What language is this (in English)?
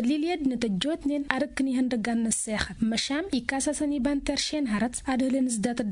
Tamasheq